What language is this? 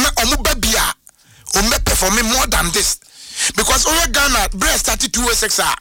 Akan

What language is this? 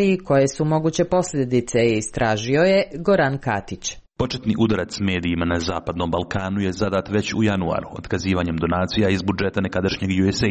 Bosnian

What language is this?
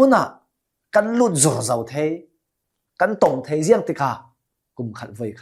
Hakha Chin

